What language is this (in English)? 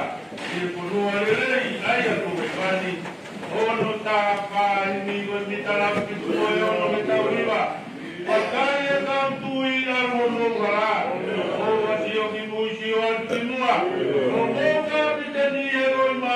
Tongan